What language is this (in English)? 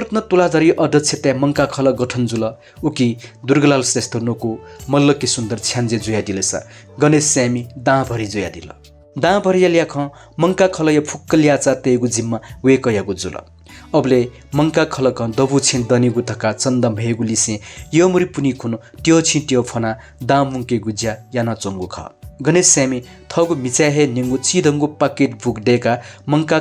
Newari